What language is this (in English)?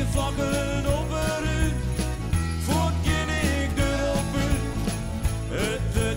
Western Frisian